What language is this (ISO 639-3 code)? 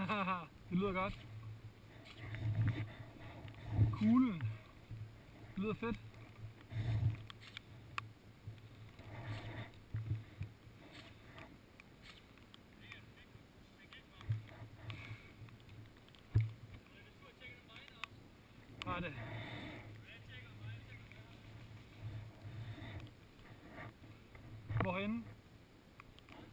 dan